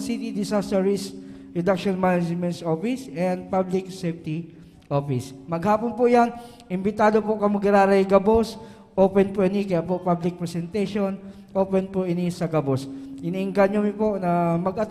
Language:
Bikol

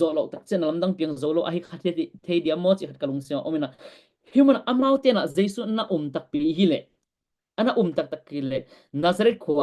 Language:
Tedim Chin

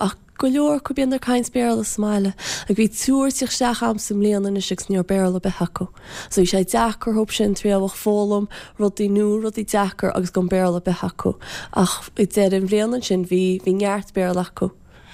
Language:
Irish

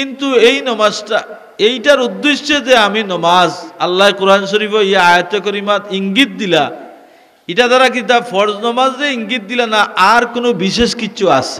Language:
Sylheti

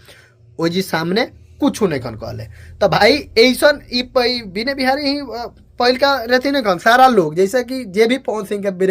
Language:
Bhojpuri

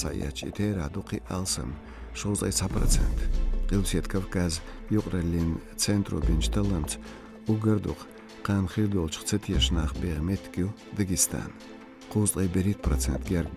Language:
Chechen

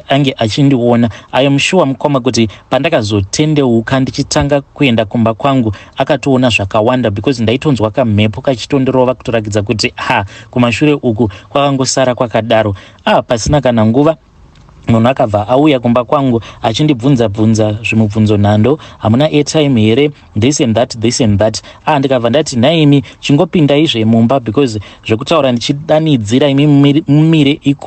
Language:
Shona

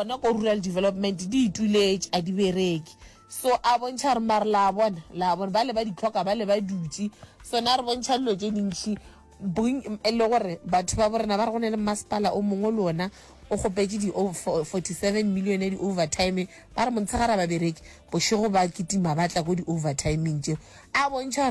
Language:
Northern Sotho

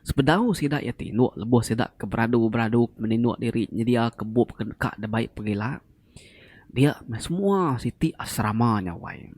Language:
Iban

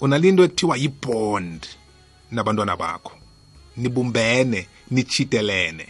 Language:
South Ndebele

